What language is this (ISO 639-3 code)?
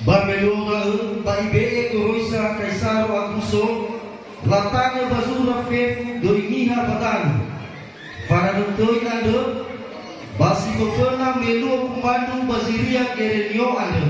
nia